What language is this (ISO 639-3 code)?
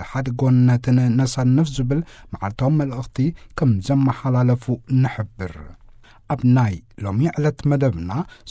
tir